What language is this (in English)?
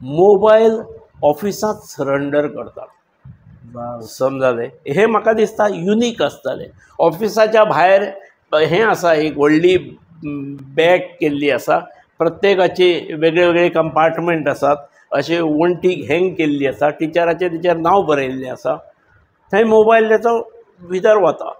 Konkani